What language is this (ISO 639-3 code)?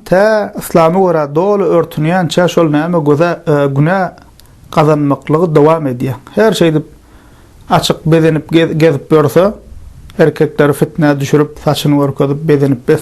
tuk